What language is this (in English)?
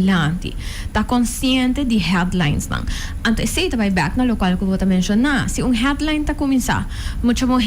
Papiamento